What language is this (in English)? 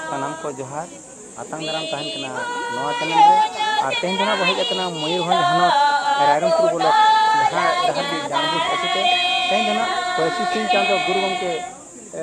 Santali